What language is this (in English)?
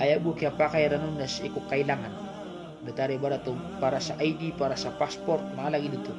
Maranao